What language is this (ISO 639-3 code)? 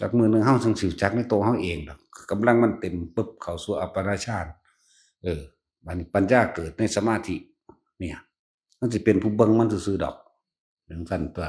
tts